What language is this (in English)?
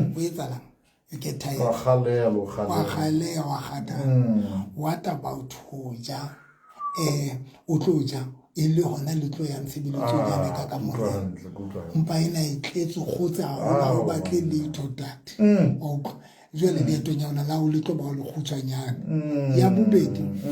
Southern Sotho